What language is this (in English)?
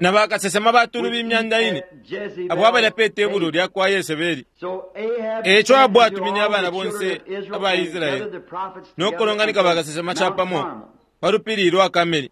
Bemba